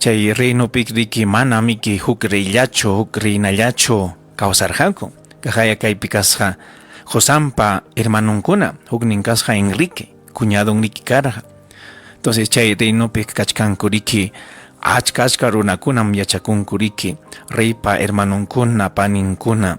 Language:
Ayacucho Quechua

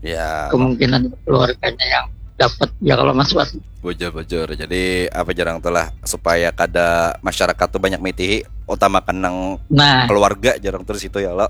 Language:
Banjar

